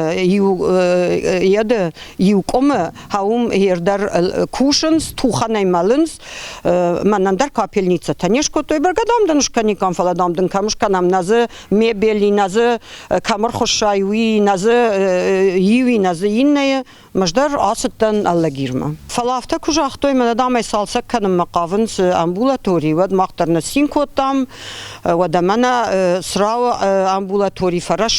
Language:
Ossetic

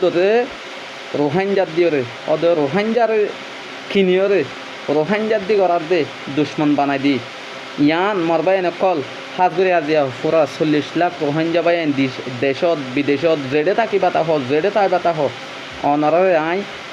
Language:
Rohingya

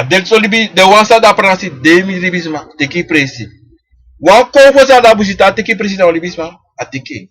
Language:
Sranan Tongo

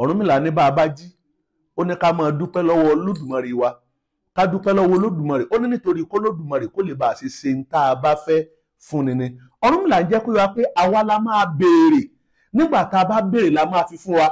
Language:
Yoruba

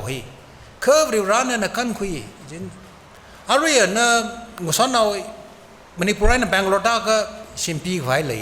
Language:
Tangkhul Naga (India)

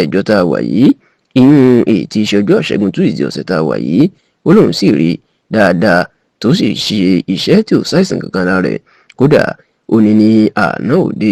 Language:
Yoruba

